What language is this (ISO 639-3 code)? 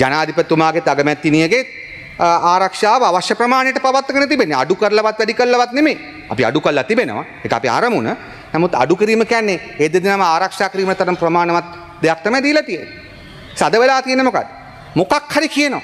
sin